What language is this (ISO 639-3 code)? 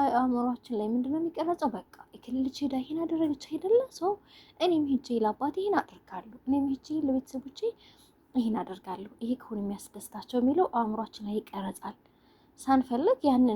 amh